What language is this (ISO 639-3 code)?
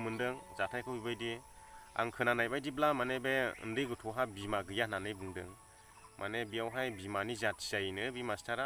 brx